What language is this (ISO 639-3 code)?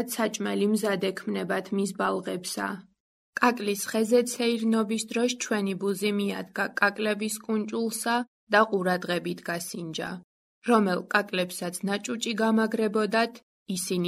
kat